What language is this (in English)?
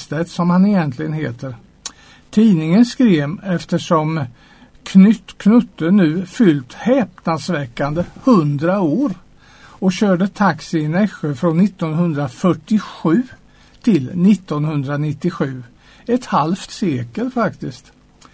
Swedish